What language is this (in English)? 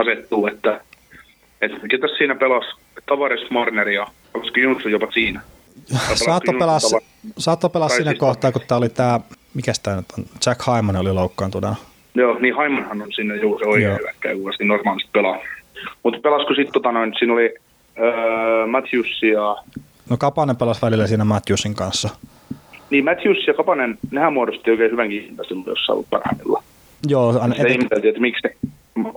Finnish